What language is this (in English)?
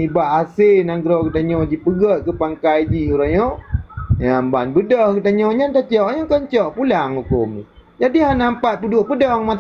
Achinese